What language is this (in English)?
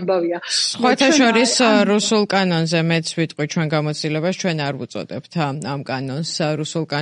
Georgian